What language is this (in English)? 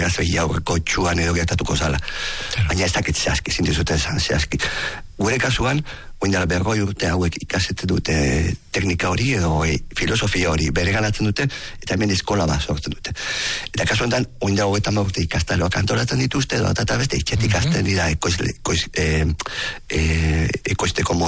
Basque